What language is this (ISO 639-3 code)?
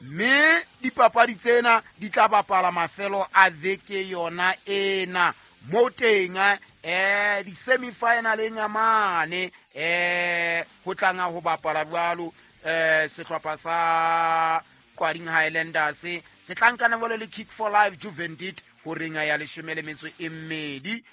sot